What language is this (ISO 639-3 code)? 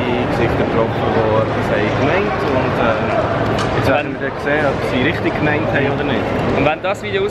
gsw